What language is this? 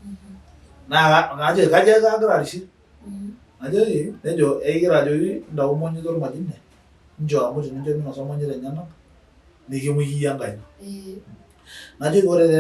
Masai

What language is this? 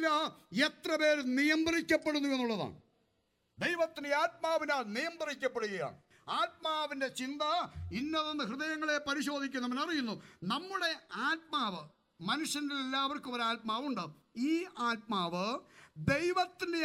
Malayalam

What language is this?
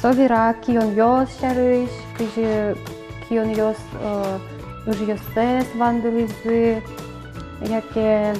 Udmurt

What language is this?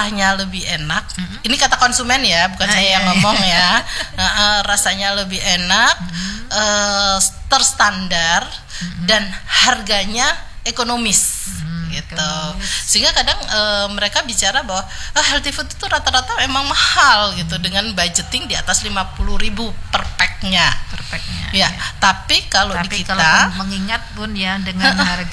Indonesian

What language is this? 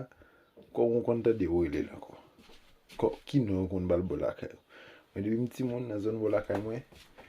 Haitian Creole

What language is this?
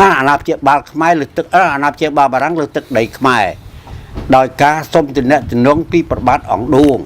Khmer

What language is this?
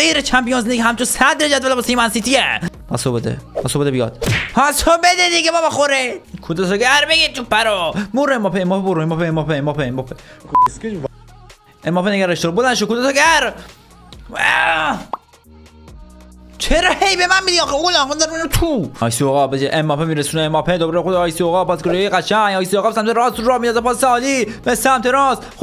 Persian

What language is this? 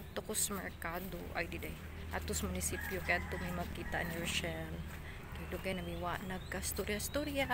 Cebuano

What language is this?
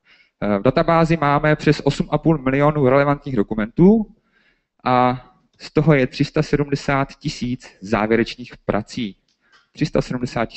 Czech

